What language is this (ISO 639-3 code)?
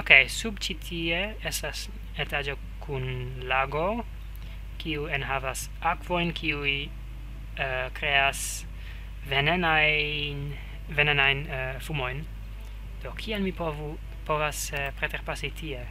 epo